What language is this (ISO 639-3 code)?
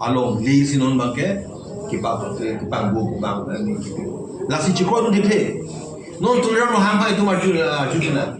mjw